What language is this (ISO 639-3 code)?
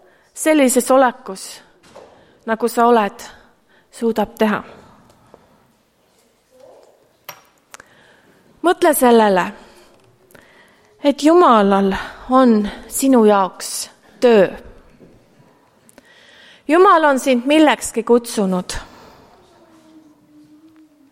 est